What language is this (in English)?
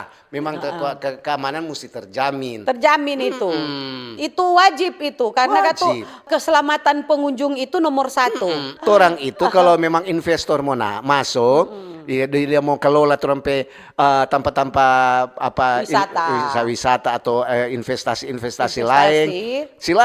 Manado Malay